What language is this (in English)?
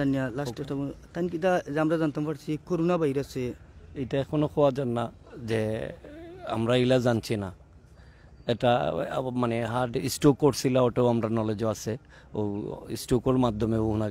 Sylheti